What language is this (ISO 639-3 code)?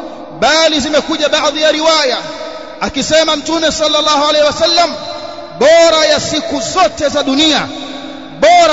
swa